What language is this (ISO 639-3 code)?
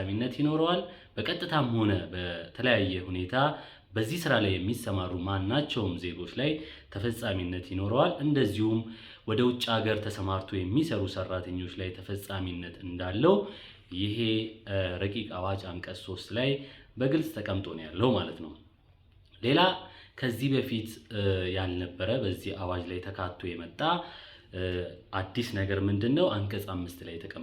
amh